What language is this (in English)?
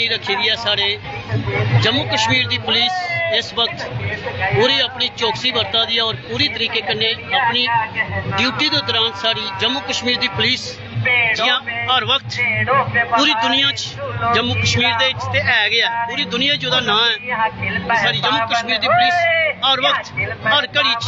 Dogri